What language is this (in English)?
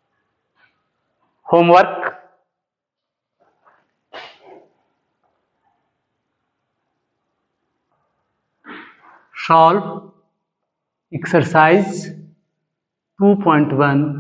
Hindi